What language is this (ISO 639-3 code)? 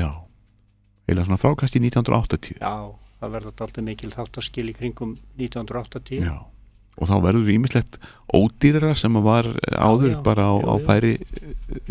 isl